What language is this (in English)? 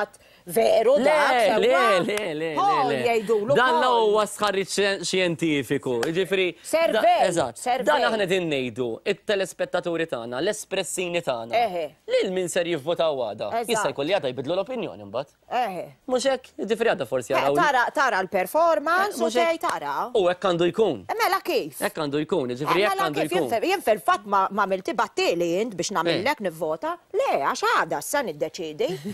Maltese